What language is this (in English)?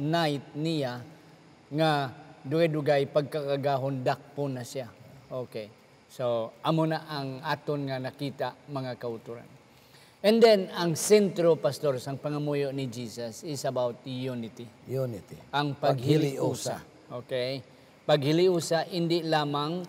Hiligaynon